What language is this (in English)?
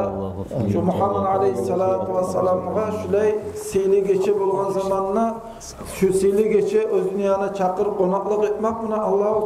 Kumyk